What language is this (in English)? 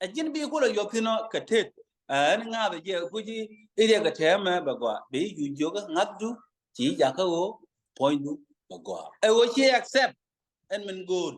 Nuer